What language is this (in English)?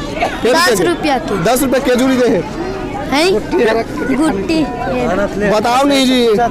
Chhattisgarhi